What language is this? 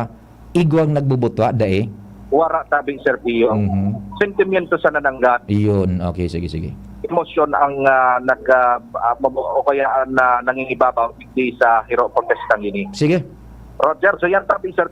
Bikol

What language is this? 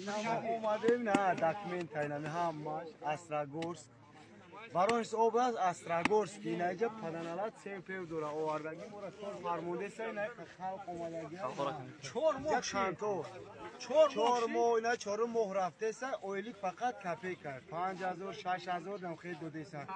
Tajik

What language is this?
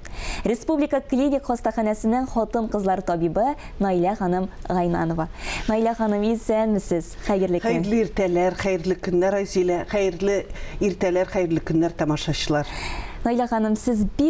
Tatar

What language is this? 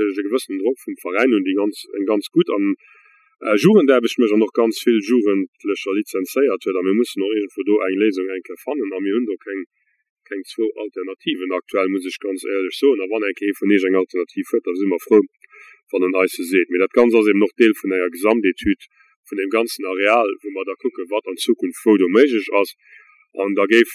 Luxembourgish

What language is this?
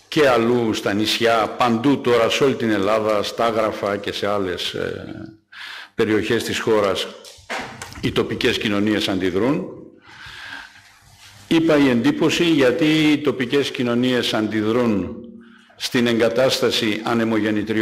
Greek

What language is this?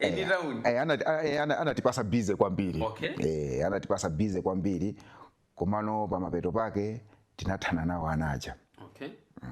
Nyanja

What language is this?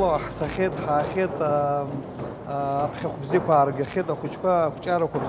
Abkhazian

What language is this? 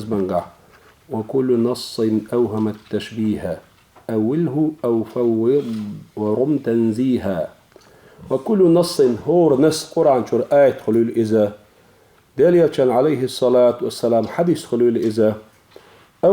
Chechen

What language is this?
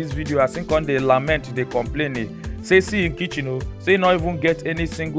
Nigerian Pidgin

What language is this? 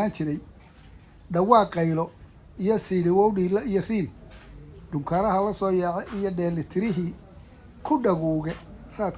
Somali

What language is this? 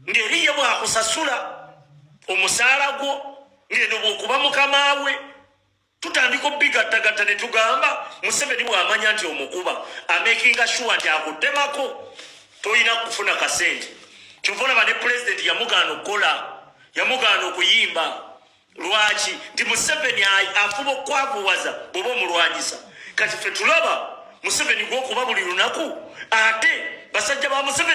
Ganda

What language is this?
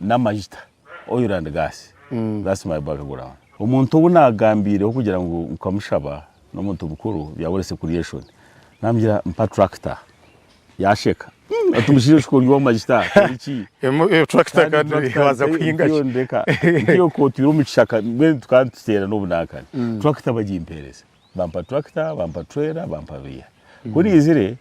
Nyankole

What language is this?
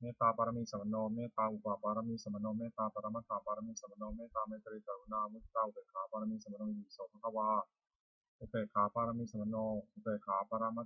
Pali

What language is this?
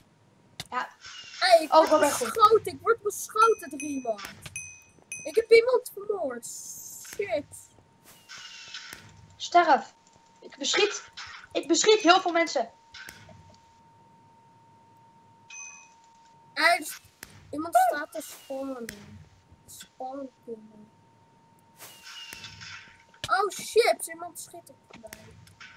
Dutch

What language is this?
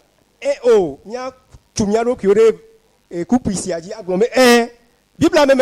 Ewe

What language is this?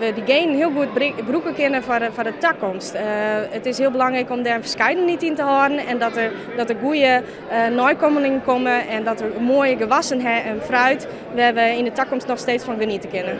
Western Frisian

